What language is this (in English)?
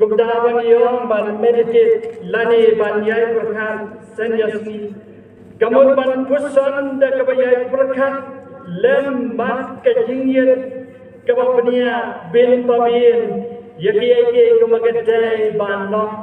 Khasi